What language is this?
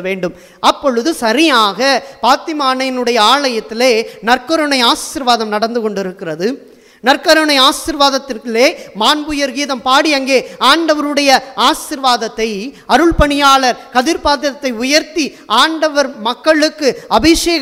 Tamil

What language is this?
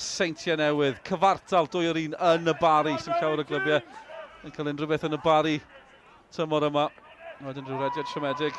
Welsh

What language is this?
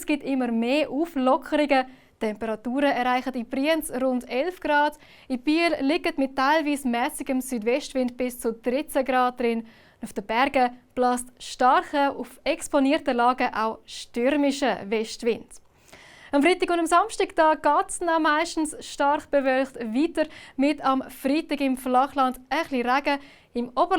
Swiss German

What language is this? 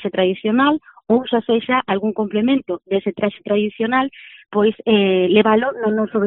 Galician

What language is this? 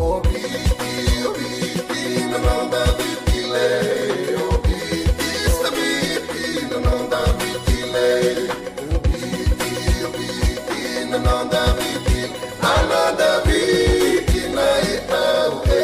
Fijian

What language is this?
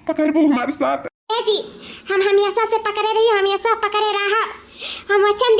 Awadhi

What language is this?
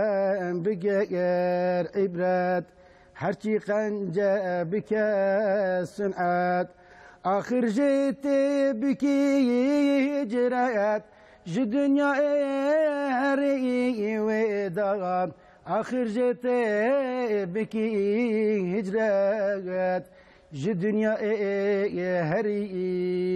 Kurdish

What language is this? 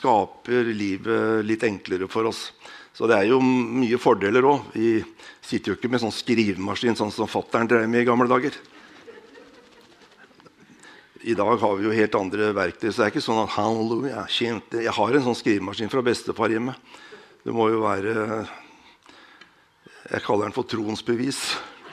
Norwegian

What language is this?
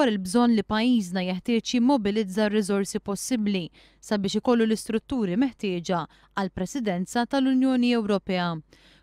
Maltese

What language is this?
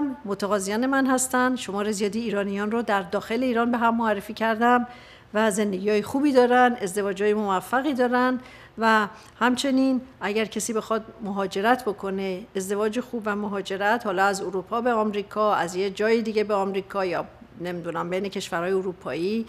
Persian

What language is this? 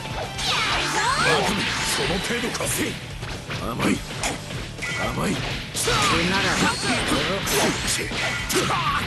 Japanese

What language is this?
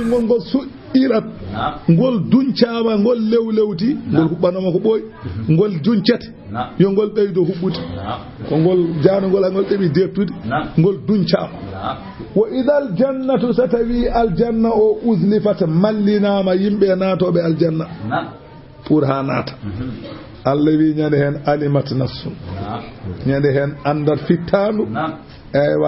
Fula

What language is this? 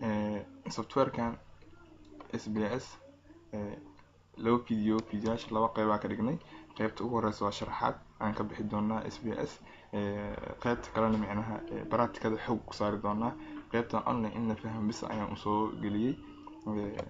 Somali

